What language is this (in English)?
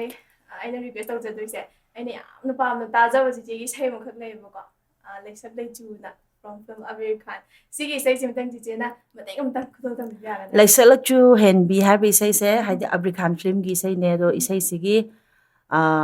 Manipuri